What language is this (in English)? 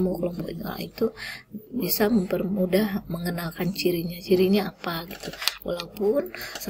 Indonesian